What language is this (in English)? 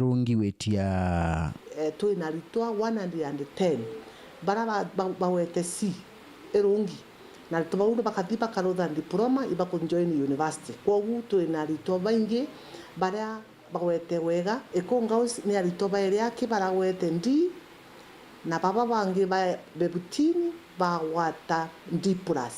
Meru